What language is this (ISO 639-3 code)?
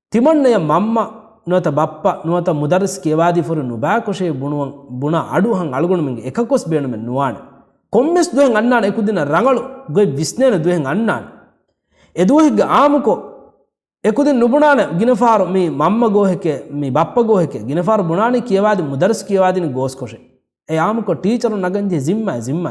div